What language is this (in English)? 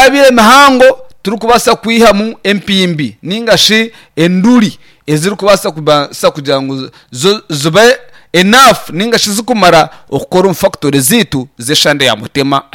Nyankole